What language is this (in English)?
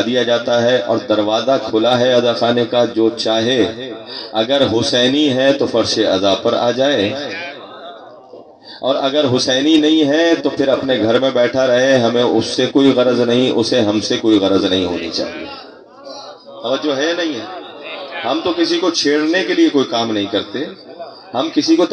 Urdu